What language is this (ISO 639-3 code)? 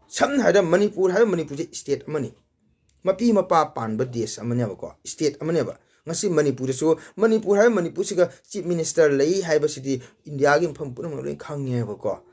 mni